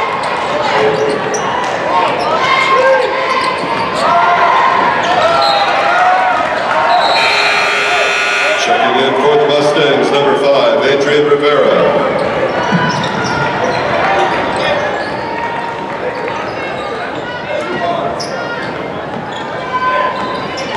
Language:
English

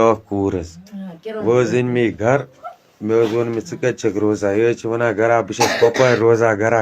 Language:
Kashmiri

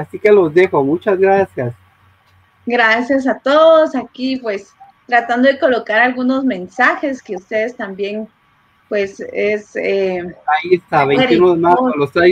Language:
Spanish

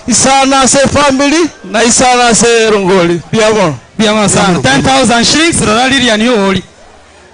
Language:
Gusii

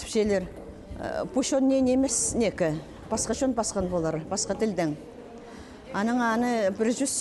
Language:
Khakas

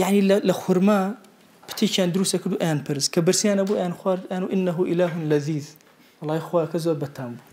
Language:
Central Kurdish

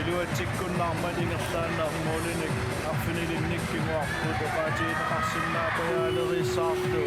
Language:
Kalaallisut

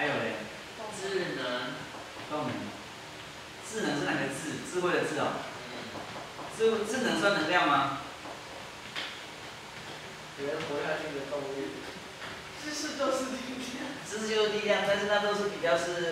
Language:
Chinese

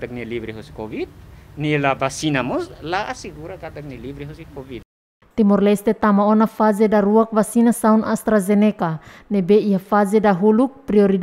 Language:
Tetum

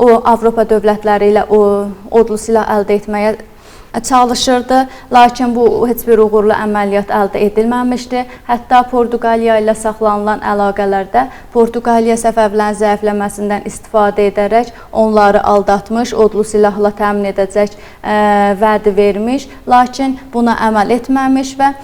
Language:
Azerbaijani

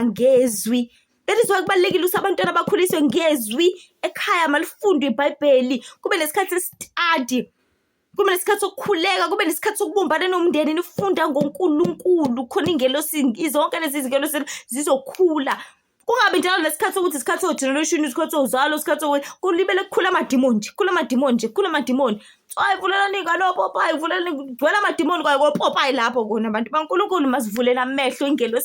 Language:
Zulu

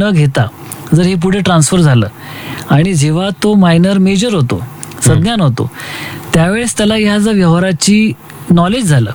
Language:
Marathi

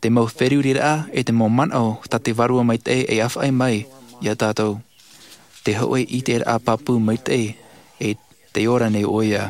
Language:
Tahitian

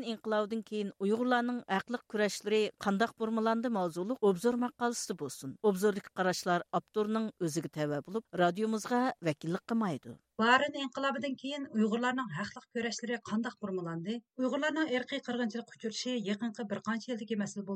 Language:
Uyghur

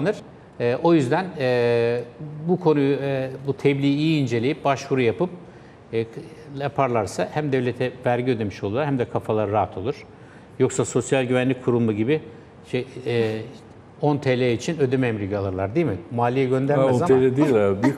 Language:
Turkish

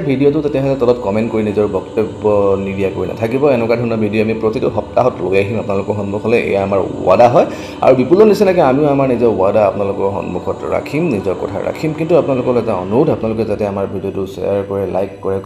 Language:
Assamese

